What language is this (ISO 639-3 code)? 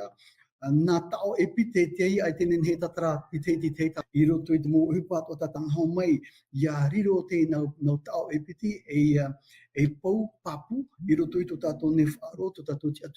tah